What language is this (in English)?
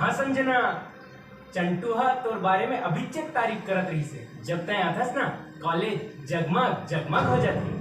Chhattisgarhi